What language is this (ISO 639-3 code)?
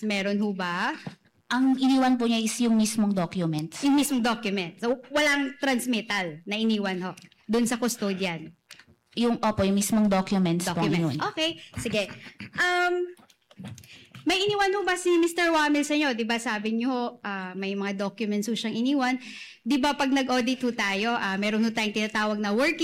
fil